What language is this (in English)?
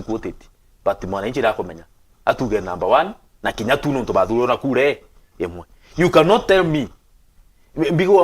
Meru